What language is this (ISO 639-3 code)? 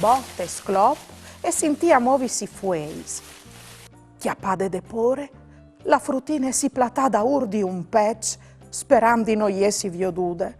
fur